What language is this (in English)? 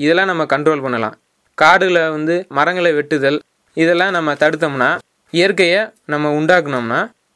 Tamil